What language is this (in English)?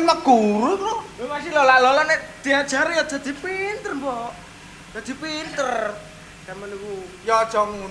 Javanese